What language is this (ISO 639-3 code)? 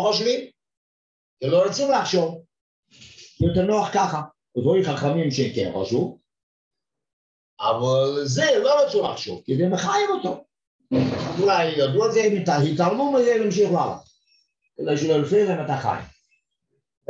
heb